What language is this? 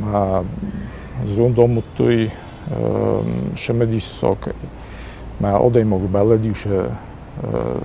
Ossetic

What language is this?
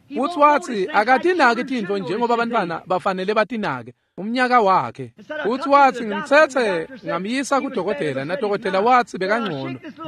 Swati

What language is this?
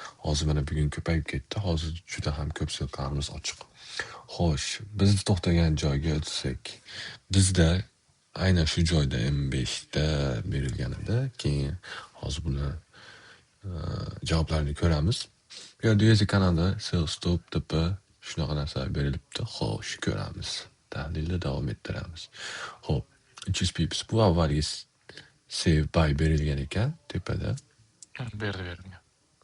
Uzbek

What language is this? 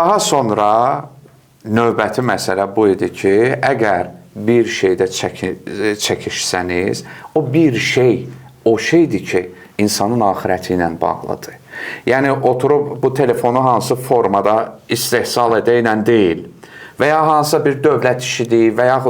Azerbaijani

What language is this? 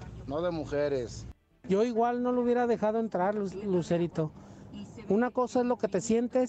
Spanish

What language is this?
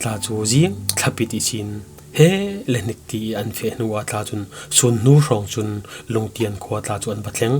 Falam Chin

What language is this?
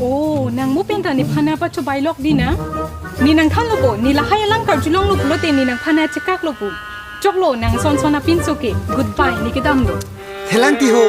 Karbi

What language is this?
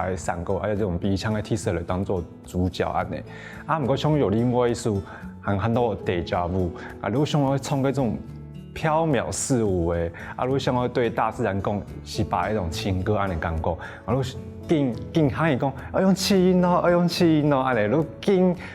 Hakka Chinese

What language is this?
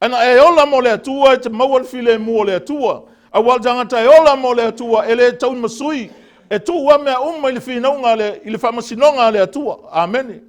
Samoan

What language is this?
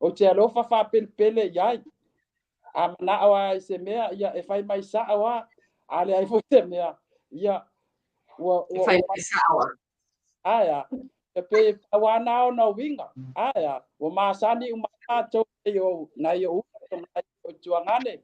Samoan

